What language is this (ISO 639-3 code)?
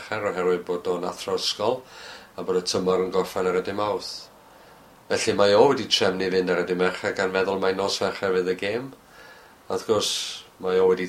cym